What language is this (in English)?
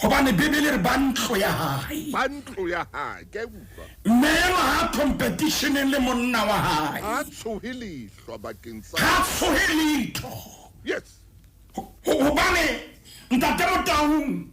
Southern Sotho